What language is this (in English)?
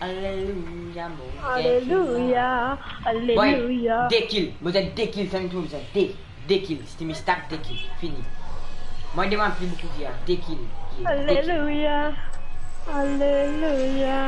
Morisyen